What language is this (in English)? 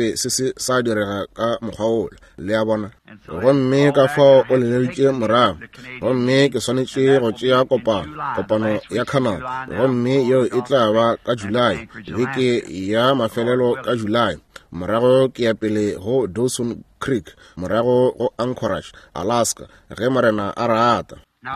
Northern Sotho